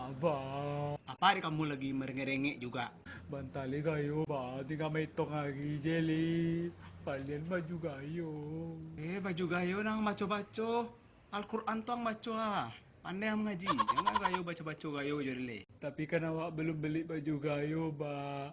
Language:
Minangkabau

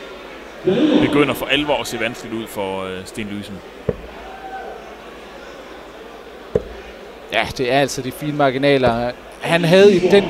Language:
Danish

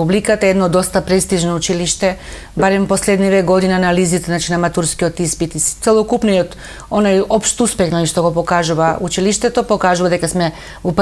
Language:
Macedonian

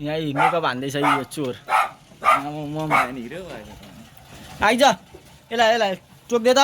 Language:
Nepali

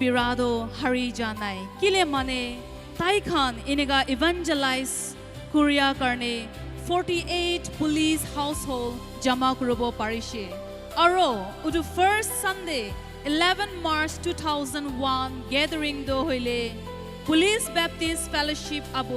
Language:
Naga Pidgin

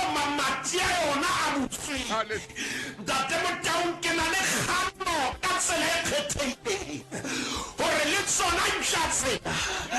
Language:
Southern Sotho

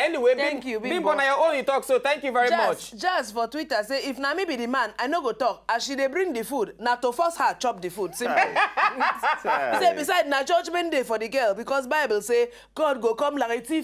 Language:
Nigerian Pidgin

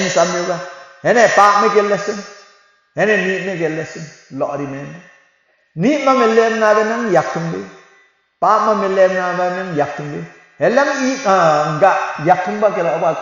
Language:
Limbu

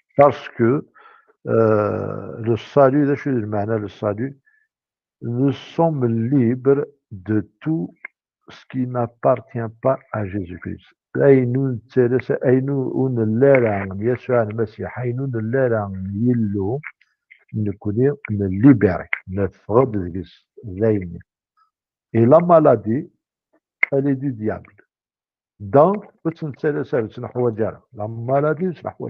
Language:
Kabyle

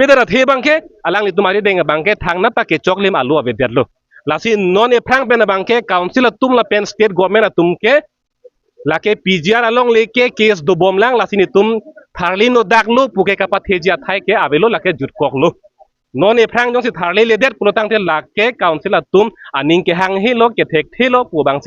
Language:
Karbi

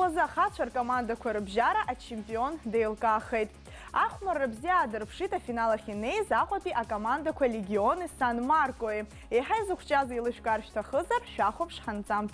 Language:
Abkhazian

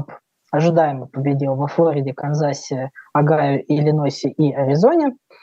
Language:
Russian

